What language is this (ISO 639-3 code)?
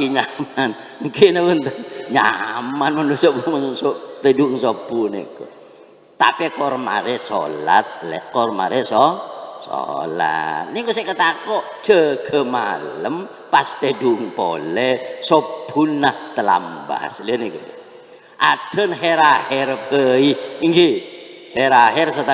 mad